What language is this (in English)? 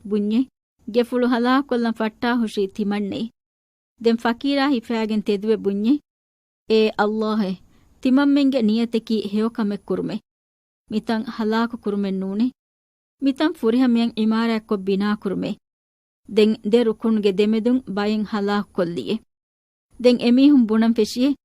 Divehi